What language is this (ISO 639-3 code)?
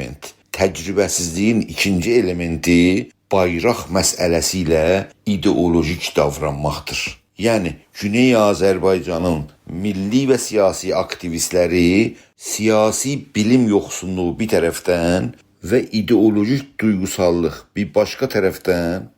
azb